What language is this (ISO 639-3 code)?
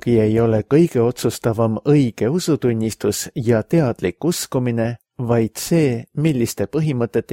est